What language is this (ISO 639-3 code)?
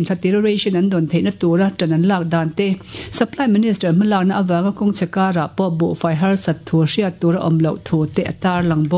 lus